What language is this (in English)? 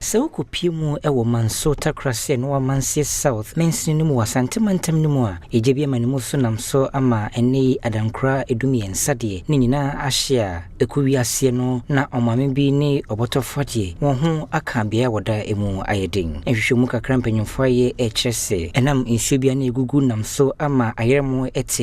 Akan